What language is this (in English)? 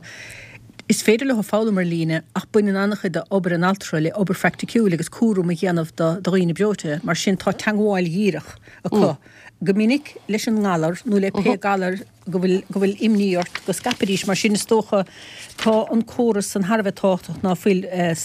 Irish